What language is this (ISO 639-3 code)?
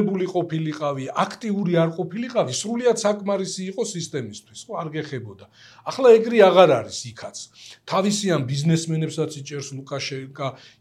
kat